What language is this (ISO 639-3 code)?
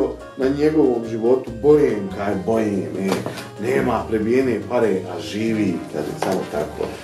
bos